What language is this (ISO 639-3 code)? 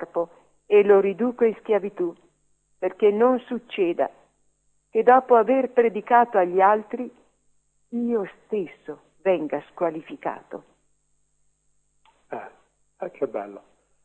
ita